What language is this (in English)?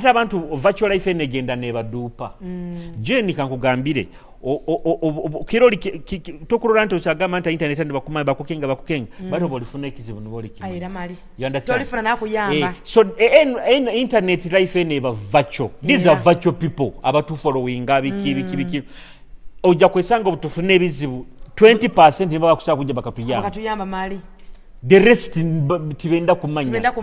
Nyoro